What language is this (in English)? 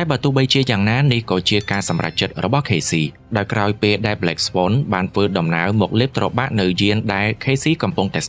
Khmer